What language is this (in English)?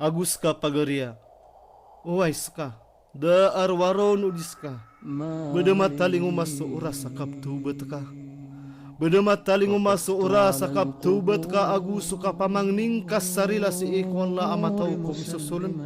Maranao